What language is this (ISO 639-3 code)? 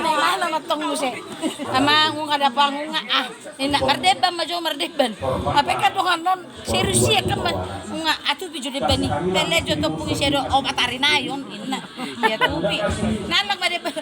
bbc